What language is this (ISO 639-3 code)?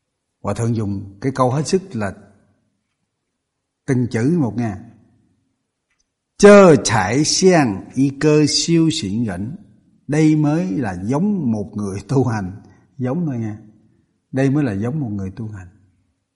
vie